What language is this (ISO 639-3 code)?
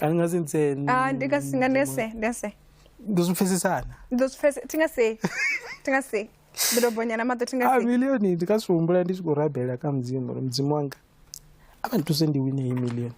ven